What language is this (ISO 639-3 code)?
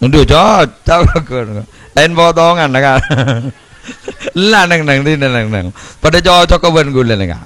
mad